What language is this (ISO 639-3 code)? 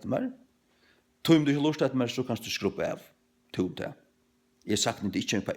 fao